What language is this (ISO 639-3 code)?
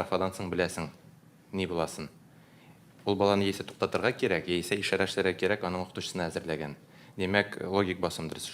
tat